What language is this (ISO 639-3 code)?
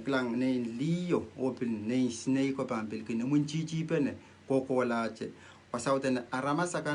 pon